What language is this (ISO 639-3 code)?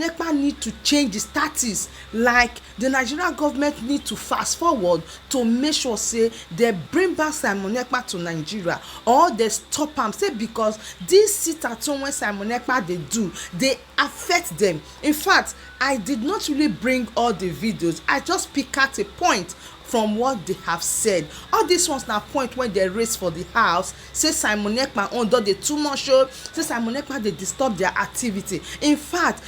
pcm